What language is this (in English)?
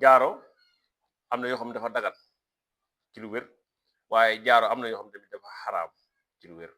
Wolof